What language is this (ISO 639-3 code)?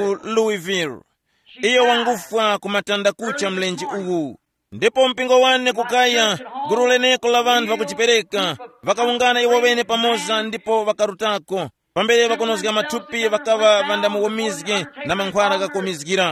tum